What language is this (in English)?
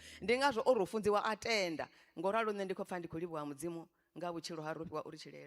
Venda